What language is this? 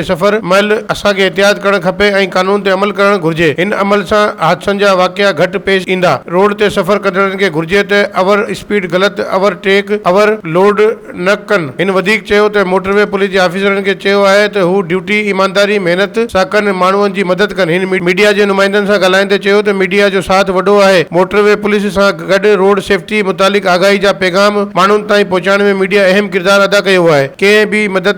Sindhi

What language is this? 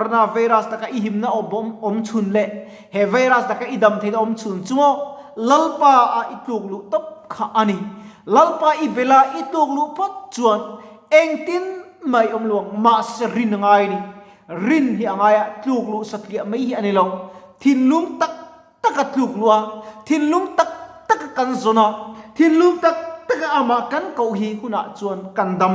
Mizo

